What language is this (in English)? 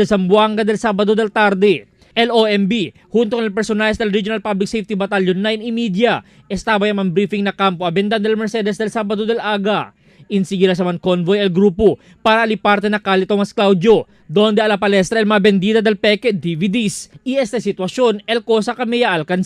Chavacano